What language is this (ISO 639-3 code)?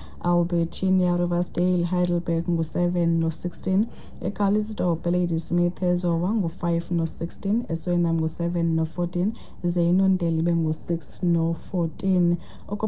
xho